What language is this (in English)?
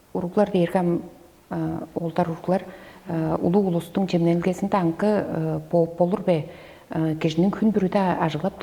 Tuvinian